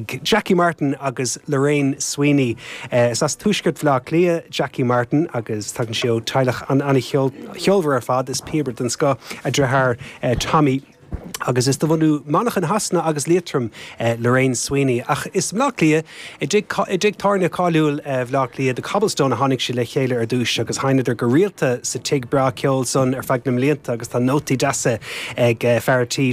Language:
Irish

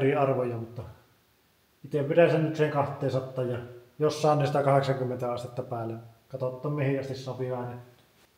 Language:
Finnish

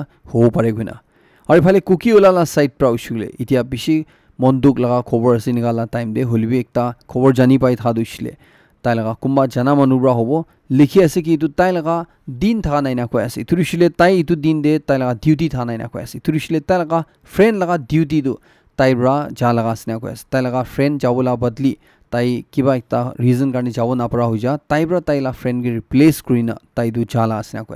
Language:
Naga Pidgin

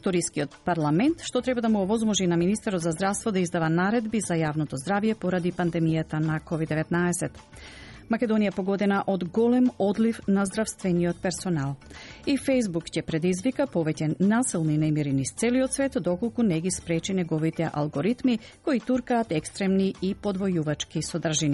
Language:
Macedonian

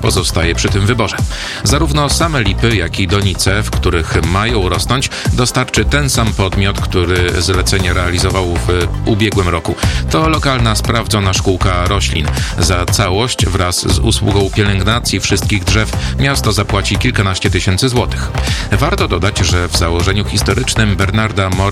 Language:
Polish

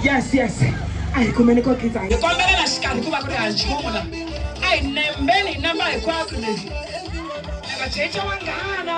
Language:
Tsonga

